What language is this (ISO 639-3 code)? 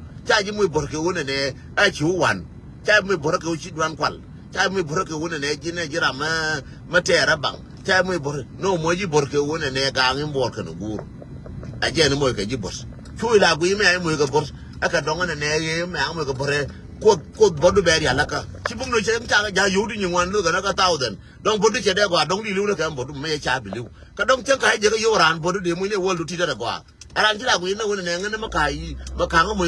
nus